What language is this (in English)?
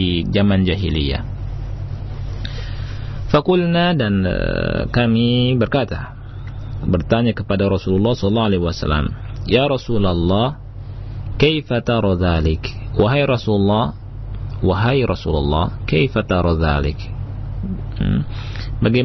Indonesian